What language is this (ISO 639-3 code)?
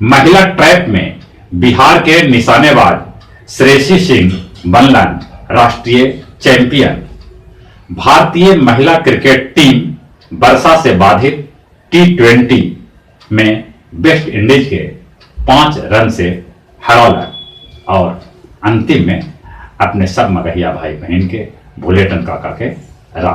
mag